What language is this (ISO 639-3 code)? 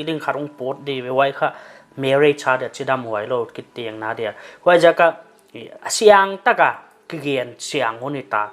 pck